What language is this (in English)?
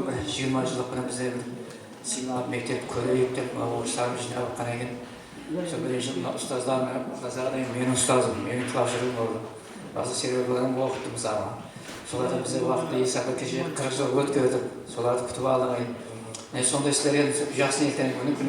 Kara-Kalpak